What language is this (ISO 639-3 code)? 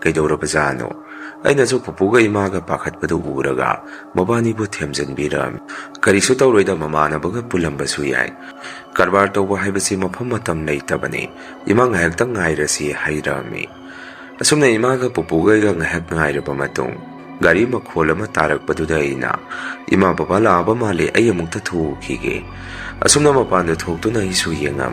mni